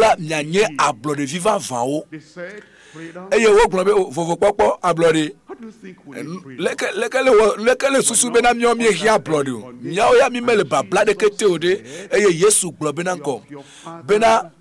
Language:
Ewe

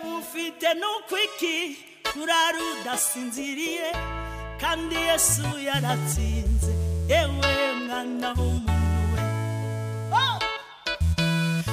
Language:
Kinyarwanda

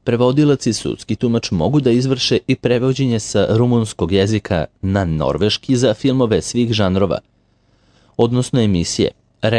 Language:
Serbian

